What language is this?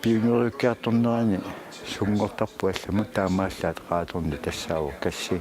Kalaallisut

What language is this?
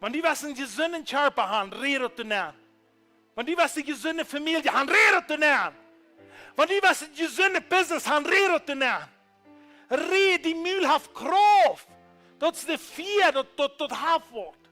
Plautdietsch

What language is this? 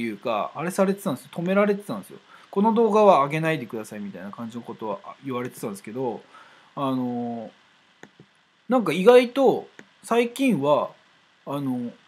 Japanese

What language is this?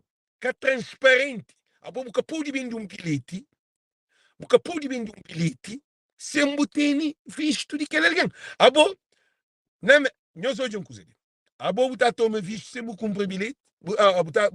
Kabuverdianu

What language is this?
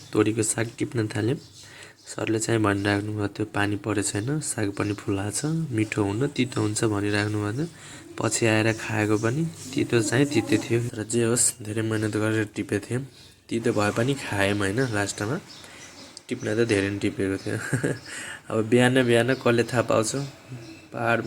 Nepali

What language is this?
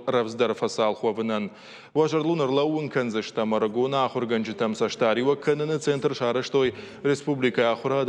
Ossetic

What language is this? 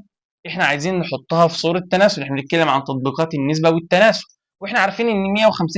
Egyptian Arabic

